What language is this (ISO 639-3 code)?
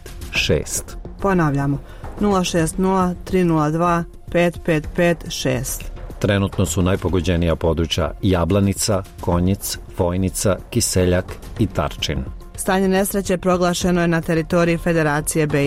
bos